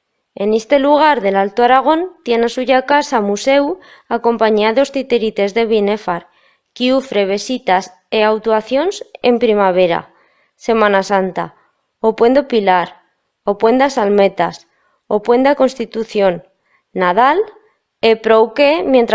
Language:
Aragonese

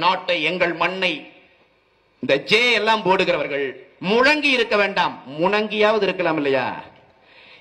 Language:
Tamil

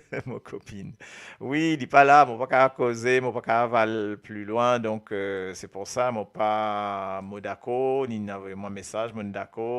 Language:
Morisyen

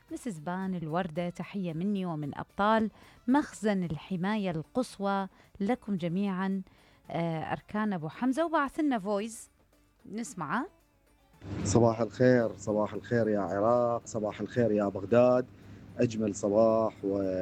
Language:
Mesopotamian Arabic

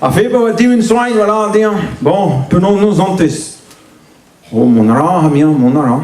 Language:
Breton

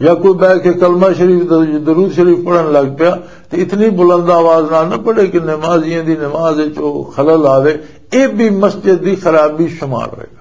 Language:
Western Panjabi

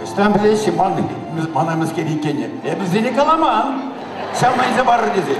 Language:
Chuvash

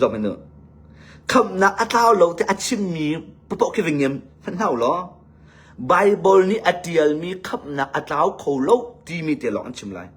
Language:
Hakha Chin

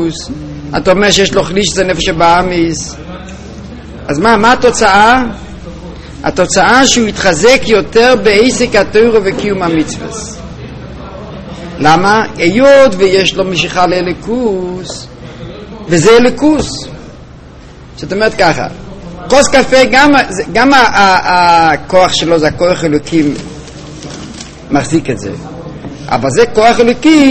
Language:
Hebrew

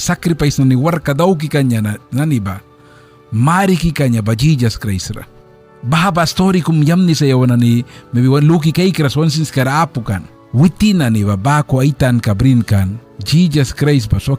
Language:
Mískito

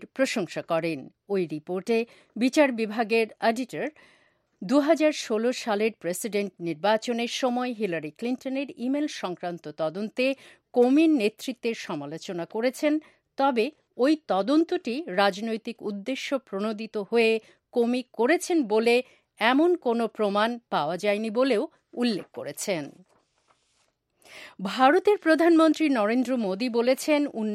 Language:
Bangla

